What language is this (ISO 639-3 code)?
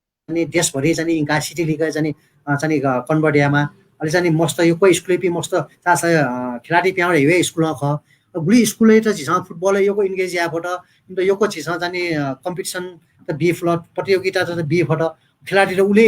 new